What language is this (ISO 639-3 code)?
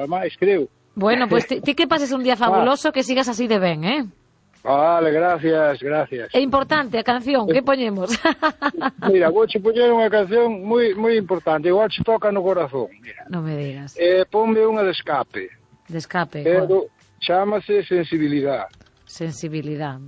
glg